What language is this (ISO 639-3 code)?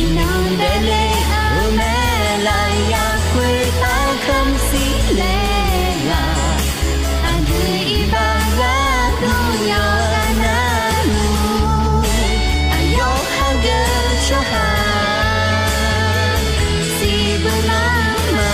ahk